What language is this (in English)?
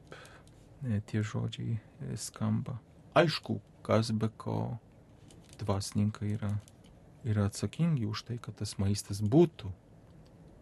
Lithuanian